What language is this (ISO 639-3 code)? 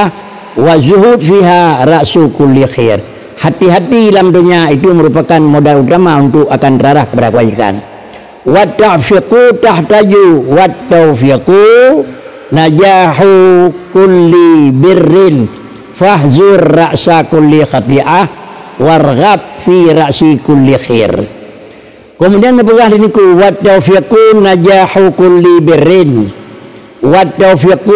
ace